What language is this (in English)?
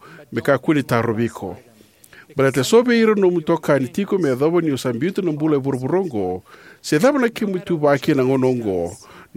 Fijian